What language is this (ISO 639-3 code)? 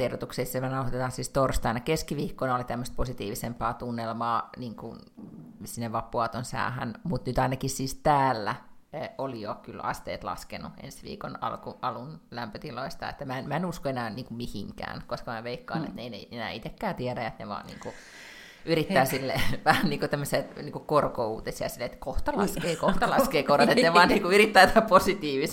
fin